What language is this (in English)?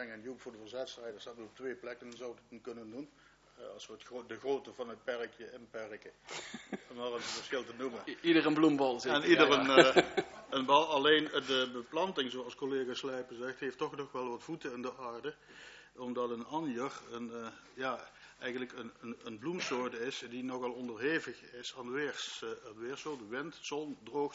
Dutch